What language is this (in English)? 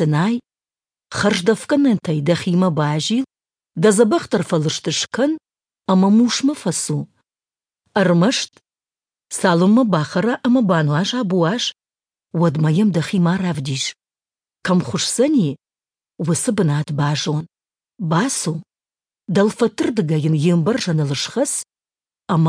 Ossetic